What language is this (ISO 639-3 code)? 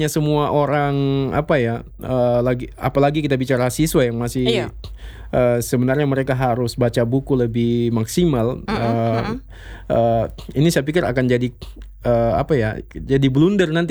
ind